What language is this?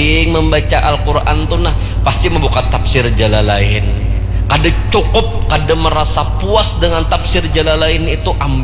Banjar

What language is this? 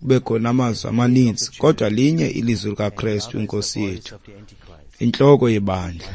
Xhosa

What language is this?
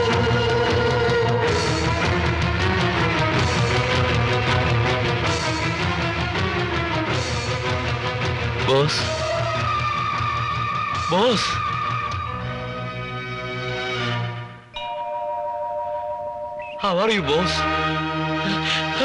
Malayalam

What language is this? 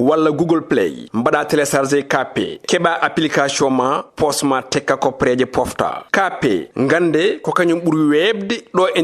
Fula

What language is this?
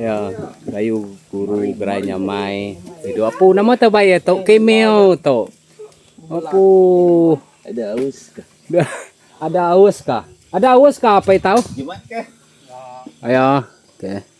Iban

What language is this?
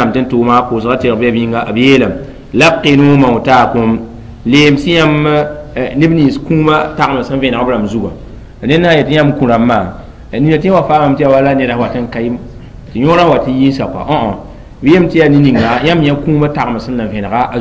Mossi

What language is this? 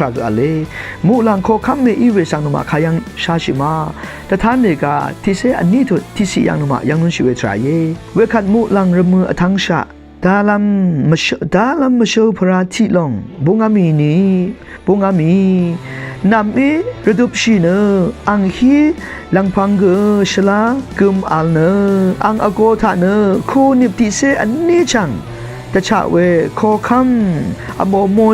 Rawang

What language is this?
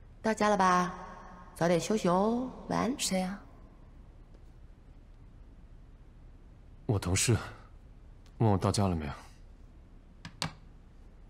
Chinese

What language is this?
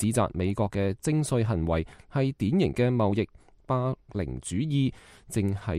Cantonese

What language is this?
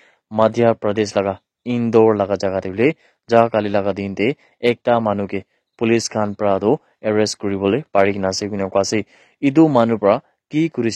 Naga Pidgin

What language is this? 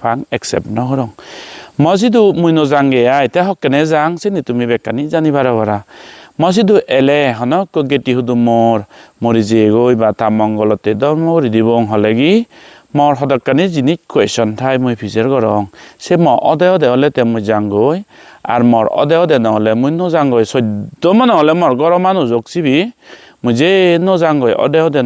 Chakma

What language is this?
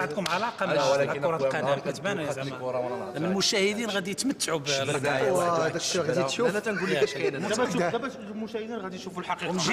Moroccan Arabic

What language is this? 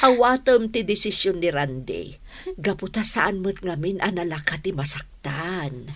Iloko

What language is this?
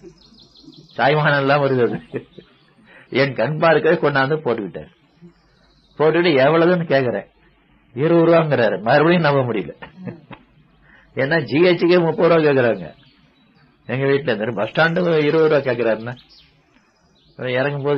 Tamil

